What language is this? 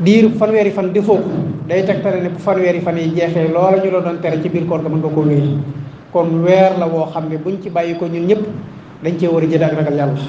Wolof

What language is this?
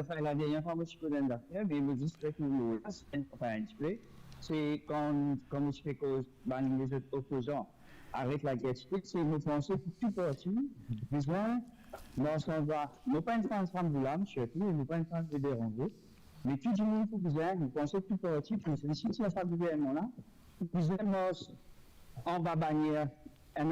Morisyen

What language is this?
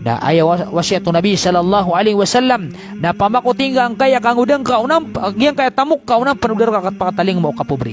Maranao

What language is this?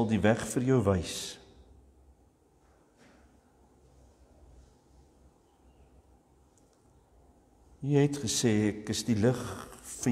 Afrikaans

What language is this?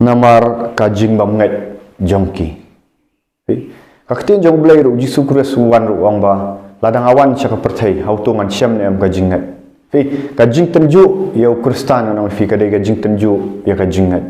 Khasi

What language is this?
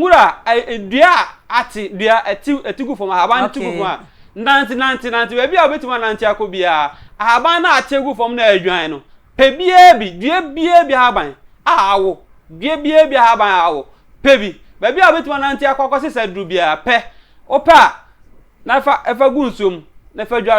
Akan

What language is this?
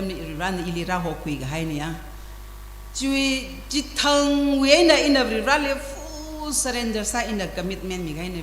Tangkhul Naga (India)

